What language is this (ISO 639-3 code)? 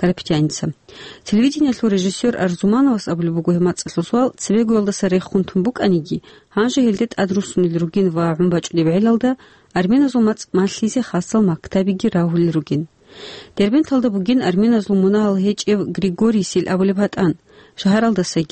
ava